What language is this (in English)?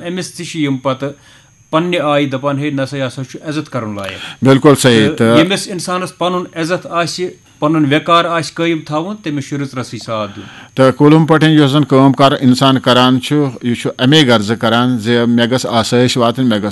Kashmiri